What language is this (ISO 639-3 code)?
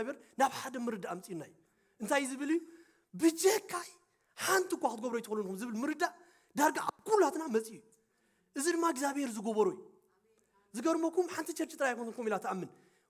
tir